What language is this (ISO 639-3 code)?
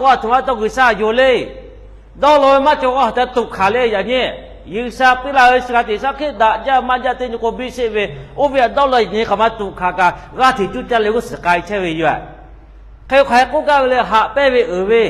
lhu